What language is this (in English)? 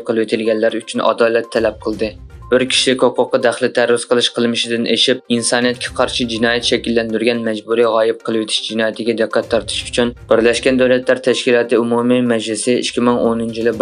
Uyghur